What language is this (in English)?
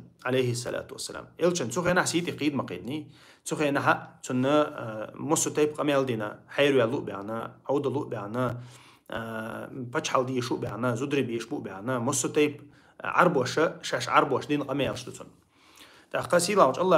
Chechen